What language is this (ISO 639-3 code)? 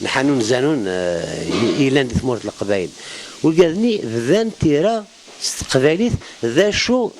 kab